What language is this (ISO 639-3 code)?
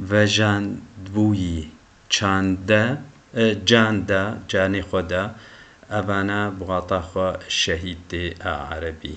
kur